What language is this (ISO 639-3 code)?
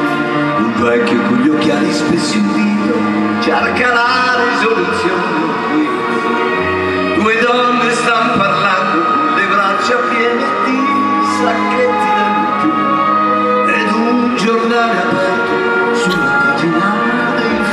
ita